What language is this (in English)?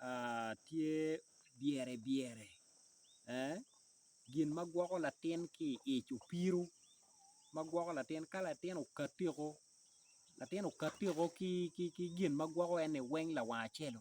Acoli